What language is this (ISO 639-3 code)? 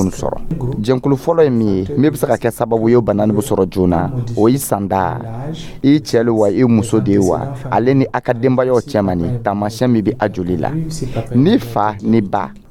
dyu